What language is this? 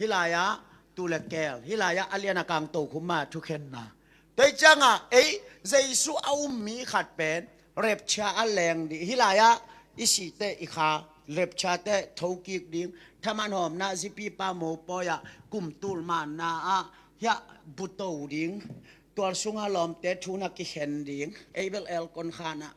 Tedim Chin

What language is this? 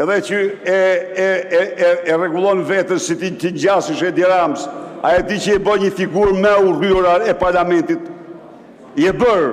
Albanian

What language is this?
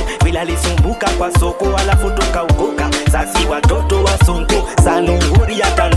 Swahili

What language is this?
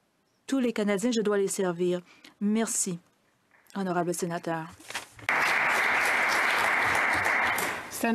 French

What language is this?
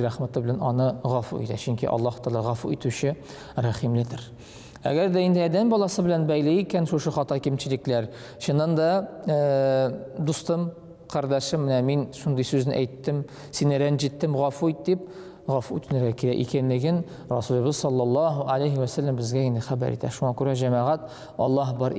Tatar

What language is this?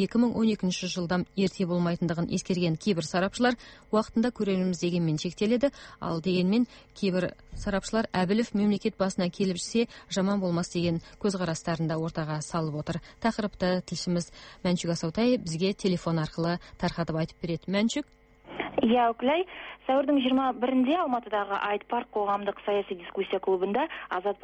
Kazakh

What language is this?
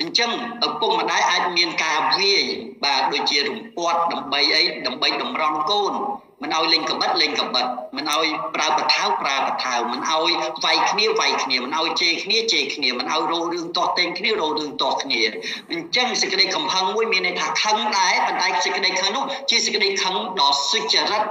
Khmer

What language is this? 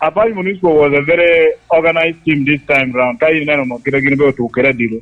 Lango (Uganda)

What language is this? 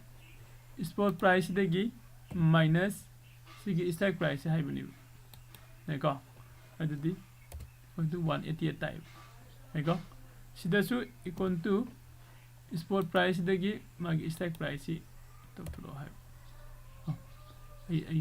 Manipuri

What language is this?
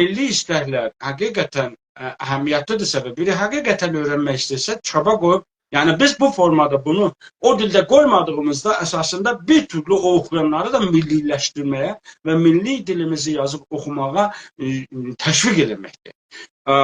South Azerbaijani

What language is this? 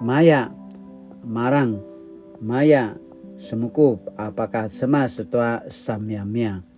Paiwan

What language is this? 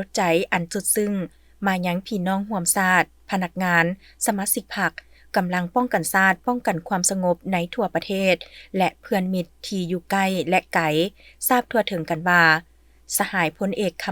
Lao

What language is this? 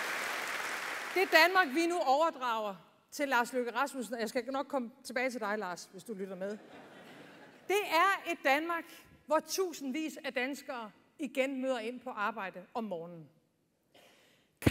Danish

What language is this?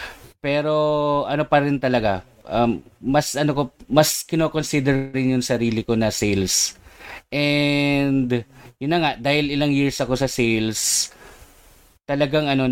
Filipino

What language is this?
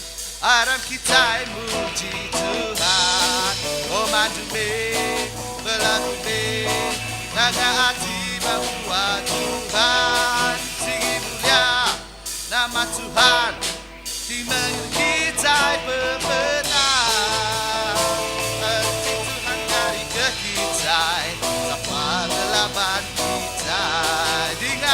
Iban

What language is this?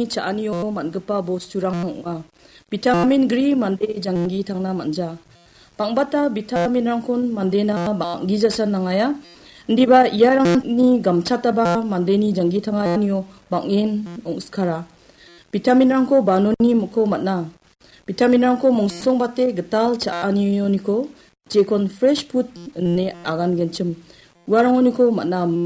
Garo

